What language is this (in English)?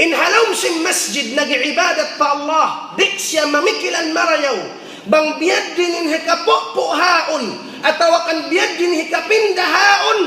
Tausug